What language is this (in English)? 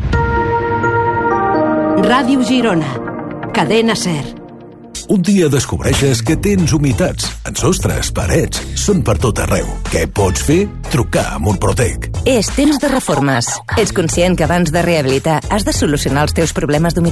Catalan